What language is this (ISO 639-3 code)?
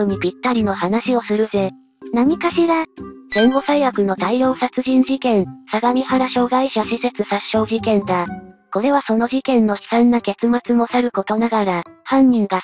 jpn